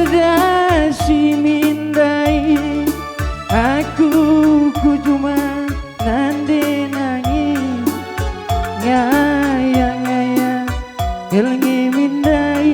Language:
Batak Karo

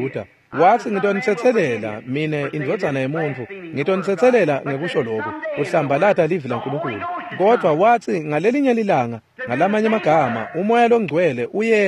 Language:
Swati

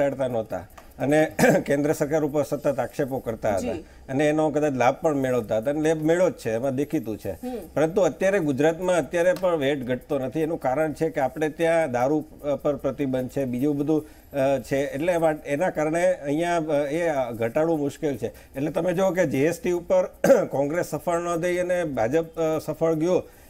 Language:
Gujarati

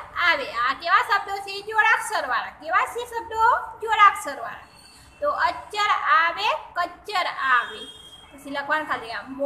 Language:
Gujarati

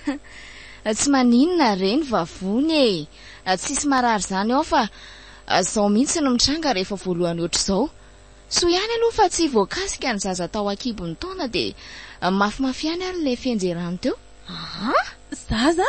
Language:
Malagasy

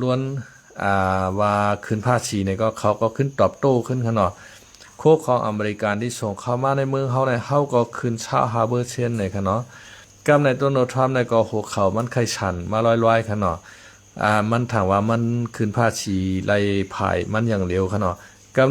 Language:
Shan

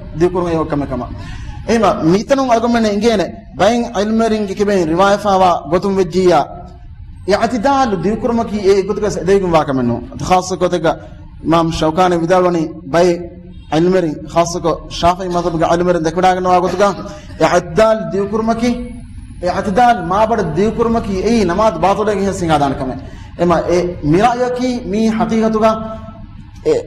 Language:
Divehi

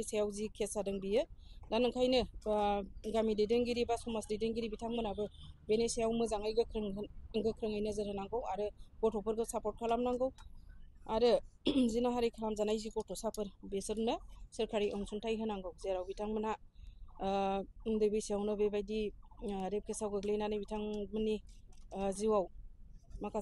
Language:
Bodo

